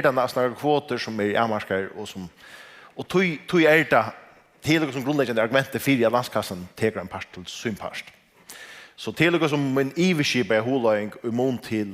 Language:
Faroese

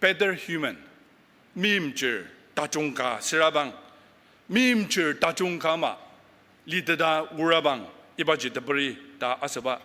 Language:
Ao Naga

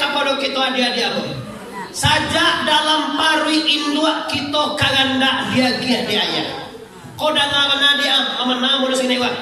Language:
Minangkabau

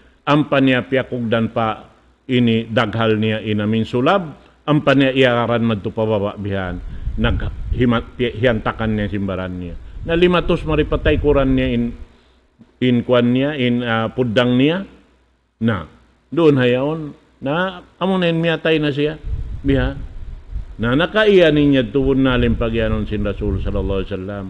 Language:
Tausug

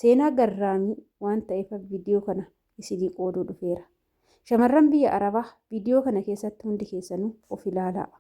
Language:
Oromo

